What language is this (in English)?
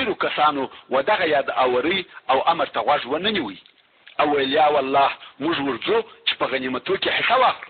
Pashto